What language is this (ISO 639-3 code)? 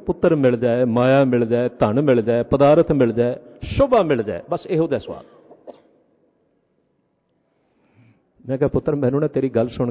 pan